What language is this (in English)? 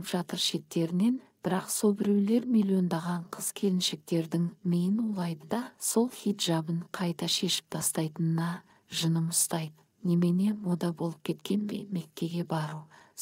Kazakh